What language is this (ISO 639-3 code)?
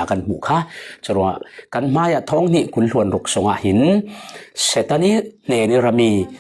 cfm